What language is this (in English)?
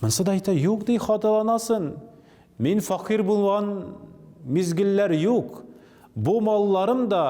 Tatar